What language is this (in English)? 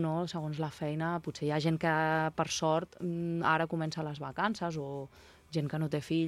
Catalan